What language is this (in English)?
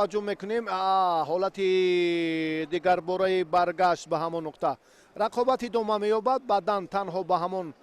Tajik